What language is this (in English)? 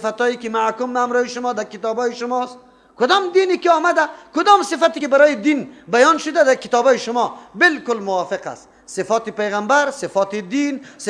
Persian